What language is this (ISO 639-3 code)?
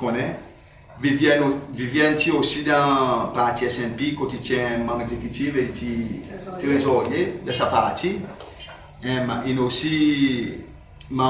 crs